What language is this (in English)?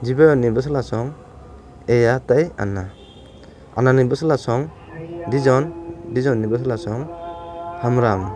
Kok Borok